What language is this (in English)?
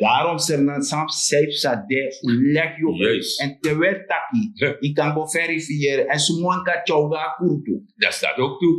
Sranan Tongo